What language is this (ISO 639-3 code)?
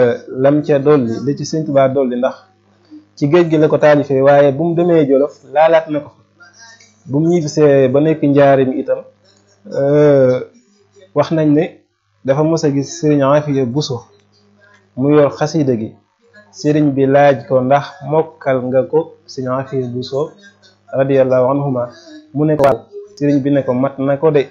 wol